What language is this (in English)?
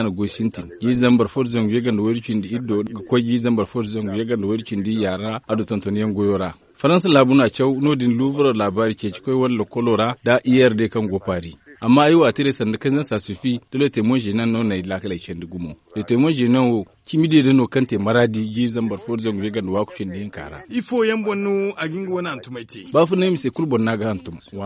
Zarma